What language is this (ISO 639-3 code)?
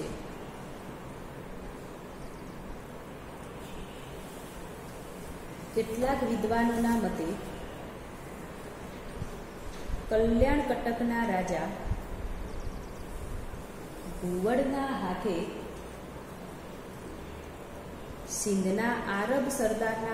guj